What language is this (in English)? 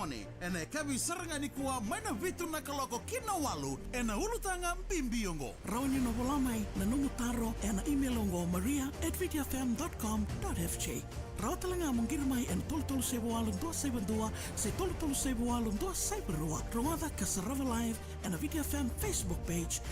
Fijian